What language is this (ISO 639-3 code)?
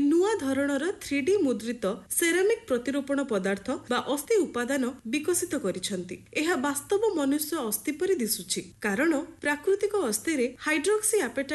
ori